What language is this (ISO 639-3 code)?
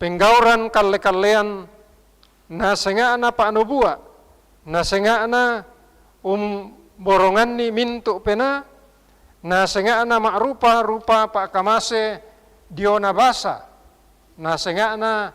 sda